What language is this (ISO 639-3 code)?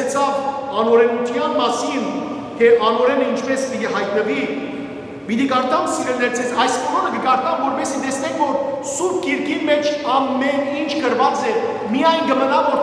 hyw